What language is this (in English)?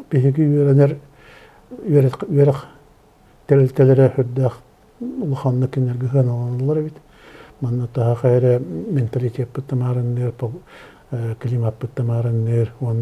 Yakut